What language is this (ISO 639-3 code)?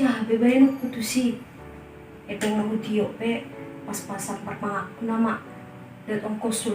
bbc